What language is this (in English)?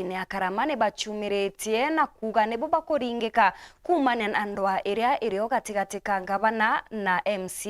Meru